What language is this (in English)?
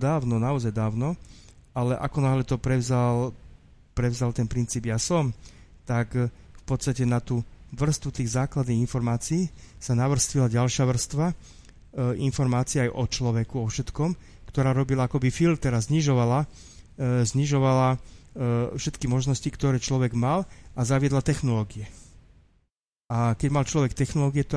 Slovak